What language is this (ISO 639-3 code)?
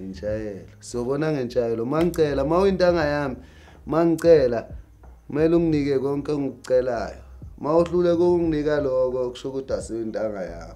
zul